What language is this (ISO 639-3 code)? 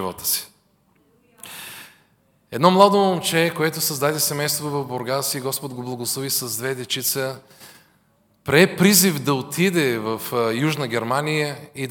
bul